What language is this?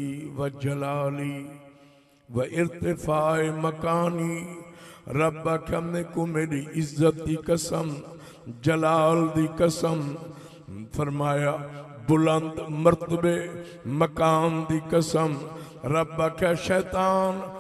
Saraiki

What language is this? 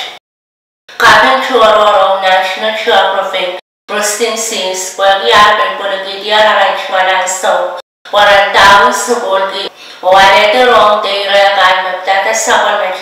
Pohnpeian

